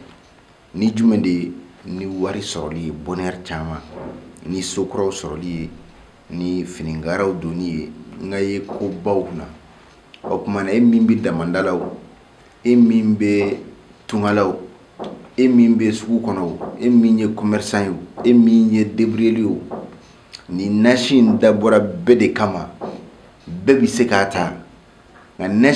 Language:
Bambara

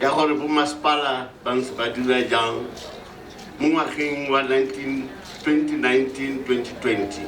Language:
Tswana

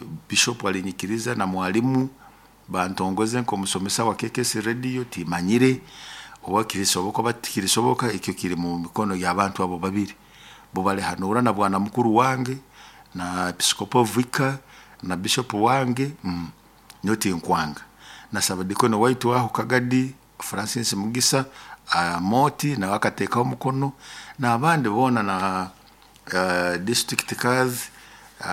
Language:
Nyoro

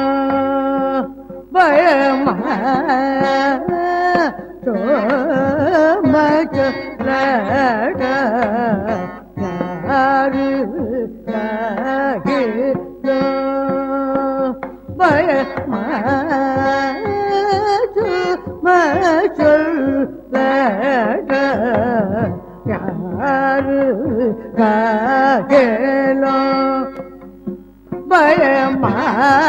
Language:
Tamil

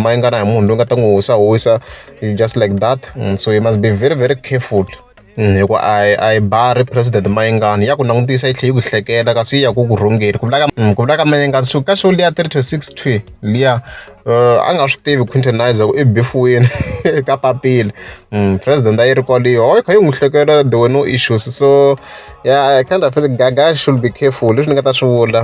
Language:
Tsonga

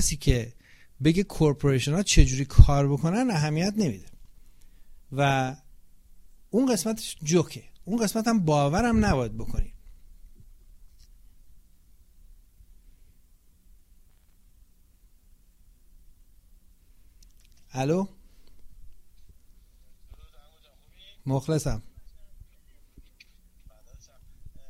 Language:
Persian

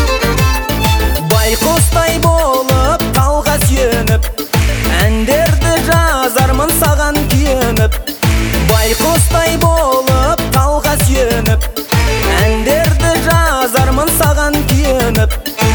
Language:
Kazakh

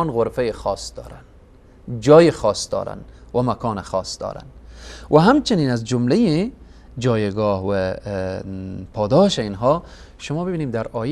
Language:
Persian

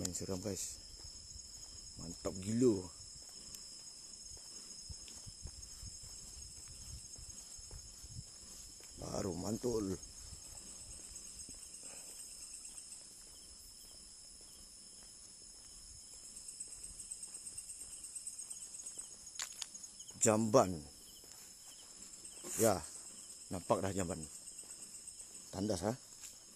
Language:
Malay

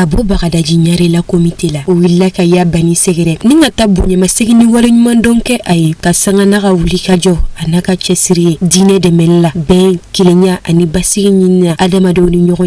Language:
Bambara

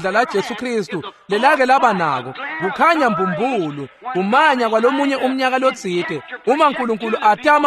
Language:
Swati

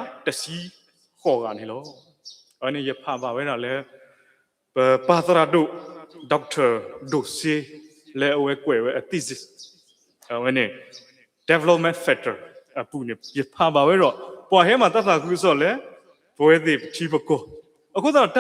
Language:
S'gaw Karen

